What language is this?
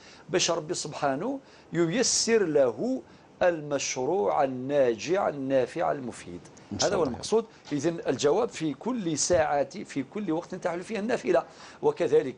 Algerian Arabic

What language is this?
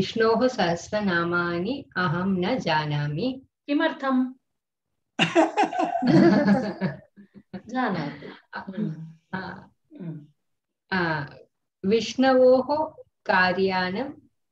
Sanskrit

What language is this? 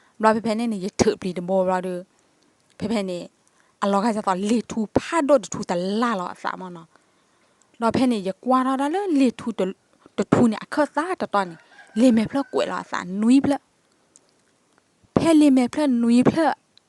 S'gaw Karen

